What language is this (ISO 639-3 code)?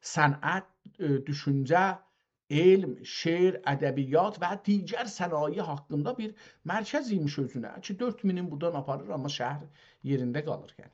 azb